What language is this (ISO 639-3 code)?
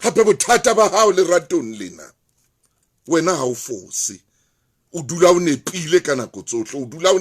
sot